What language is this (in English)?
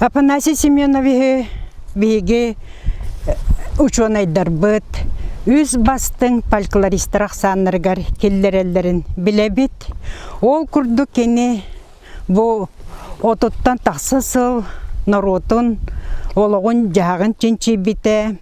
Yakut